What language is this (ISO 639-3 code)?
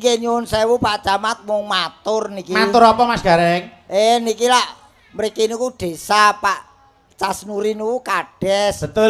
jav